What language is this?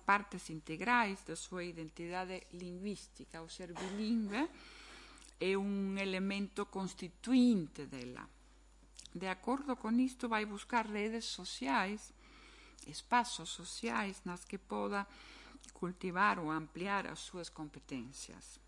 Galician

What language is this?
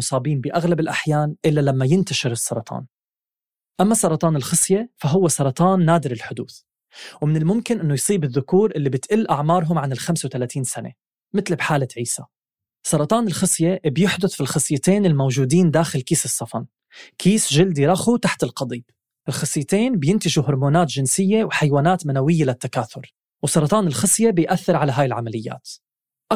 North Levantine Arabic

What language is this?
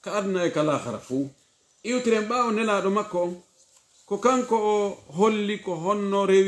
Pular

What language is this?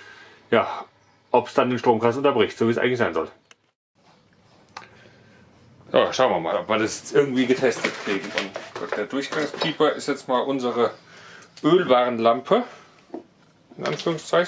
German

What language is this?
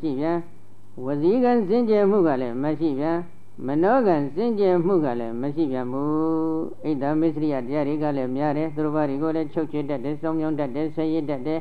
Burmese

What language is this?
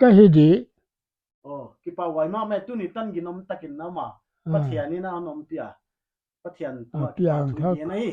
Paite Chin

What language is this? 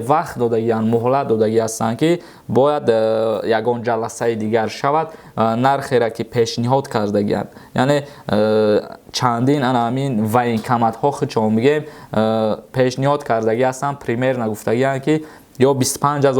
Tajik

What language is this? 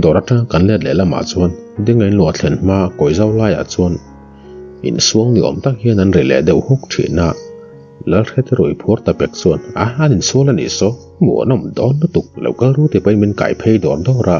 Mizo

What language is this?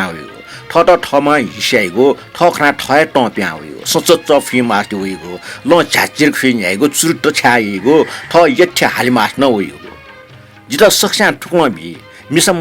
Newari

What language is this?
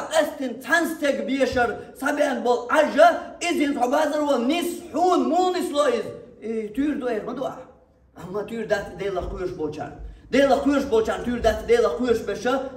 Chechen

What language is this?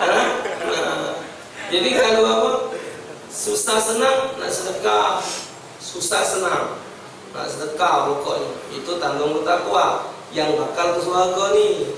Musi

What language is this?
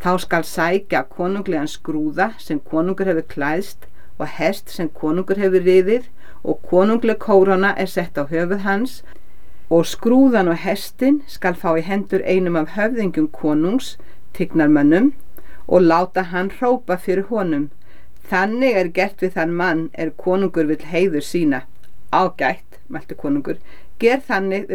Icelandic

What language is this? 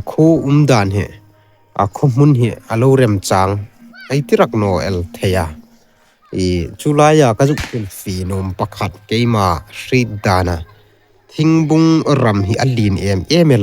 Hmar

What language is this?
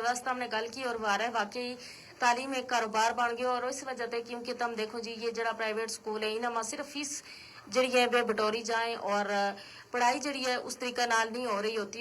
Gujari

